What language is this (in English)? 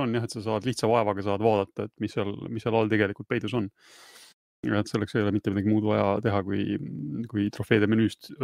Estonian